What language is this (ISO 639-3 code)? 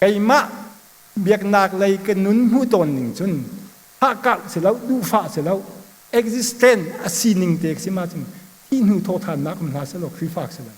cnh